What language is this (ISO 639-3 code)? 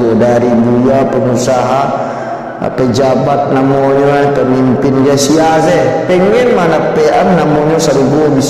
min